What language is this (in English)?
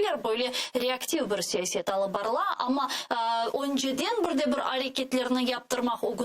Crimean Tatar